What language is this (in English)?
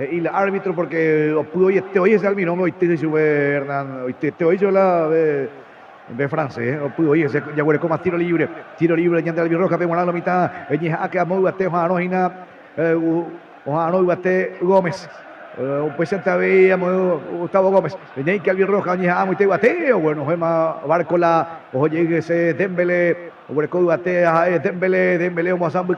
Guarani